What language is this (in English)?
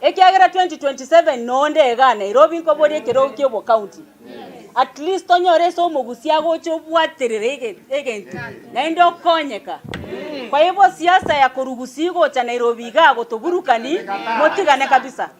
Gusii